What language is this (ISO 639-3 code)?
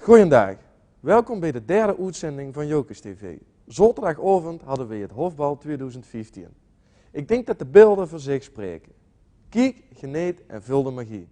lim